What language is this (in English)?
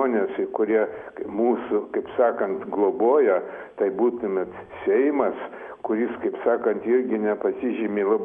Lithuanian